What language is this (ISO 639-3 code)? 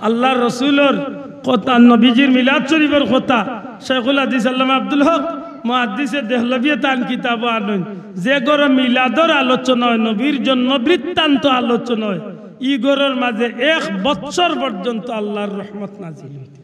syl